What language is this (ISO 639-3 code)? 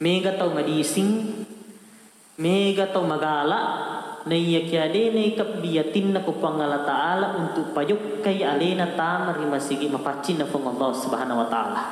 bug